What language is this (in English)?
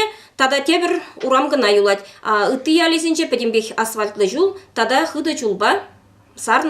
Chuvash